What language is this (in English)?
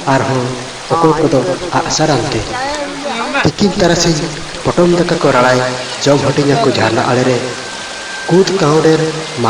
Santali